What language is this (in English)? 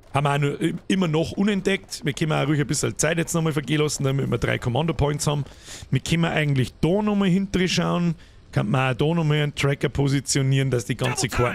Bavarian